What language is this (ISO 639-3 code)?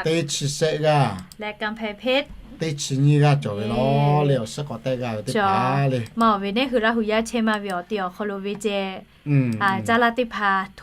lhu